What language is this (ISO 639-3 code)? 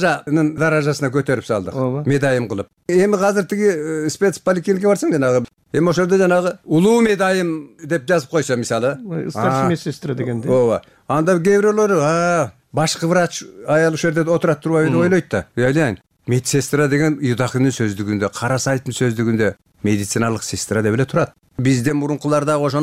kir